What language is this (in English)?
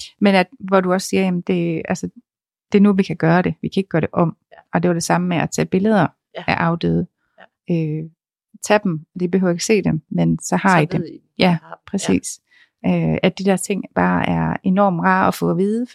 Danish